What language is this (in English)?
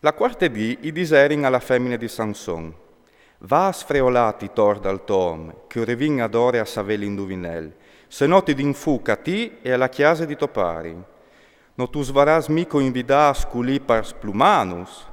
Friulian